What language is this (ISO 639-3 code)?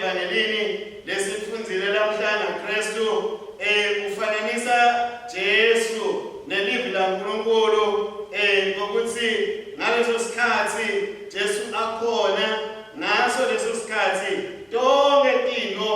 ssw